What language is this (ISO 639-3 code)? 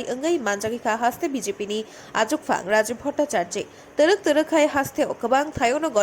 trp